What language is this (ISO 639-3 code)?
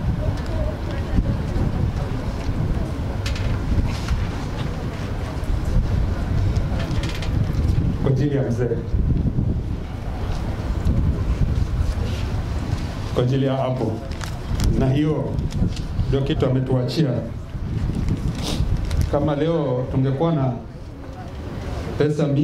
swa